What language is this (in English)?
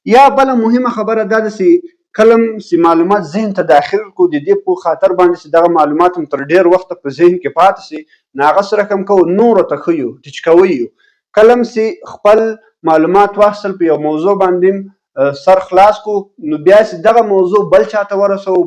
Pashto